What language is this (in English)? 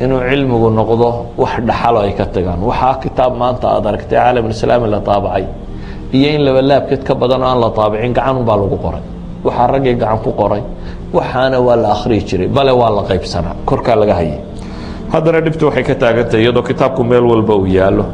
Somali